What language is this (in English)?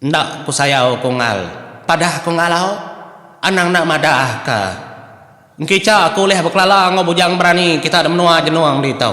Iban